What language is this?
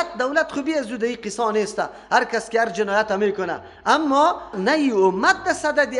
Persian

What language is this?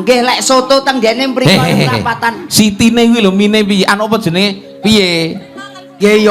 Javanese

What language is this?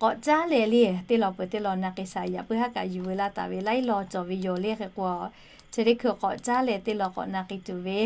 Lahu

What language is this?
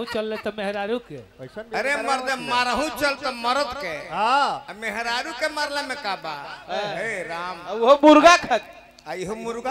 Bhojpuri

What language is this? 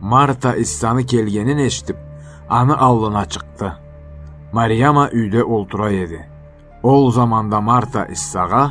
Karachay-Balkar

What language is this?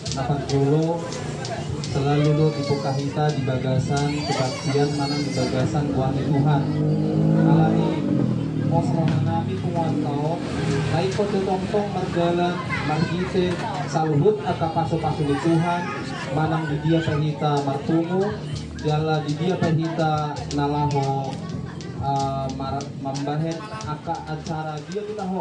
Batak Toba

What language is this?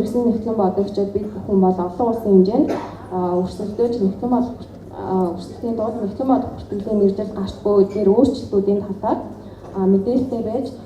Mongolian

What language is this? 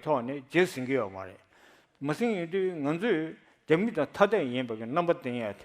Tibetan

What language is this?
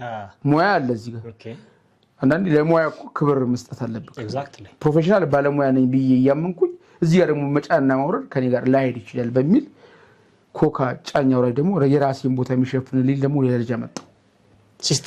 Amharic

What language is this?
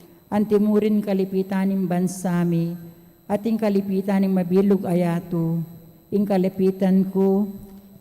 Pampanga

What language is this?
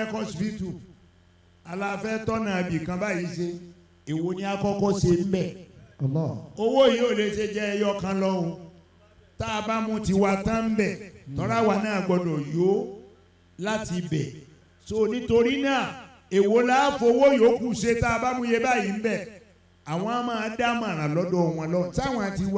Yoruba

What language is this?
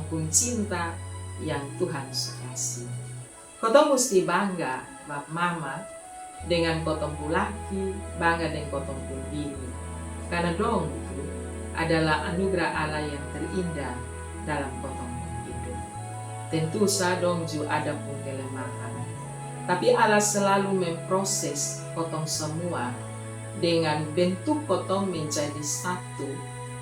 Kupang Malay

